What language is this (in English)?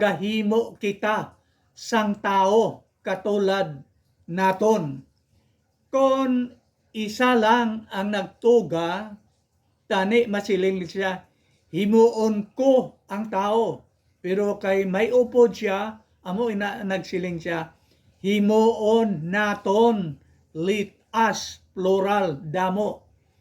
Hiligaynon